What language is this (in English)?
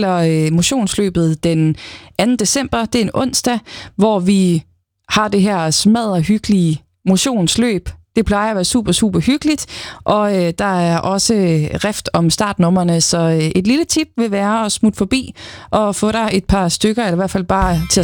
Danish